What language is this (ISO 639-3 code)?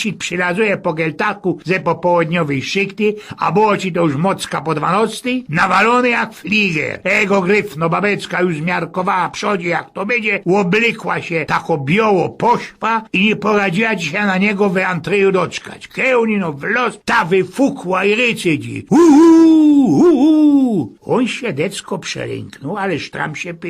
szl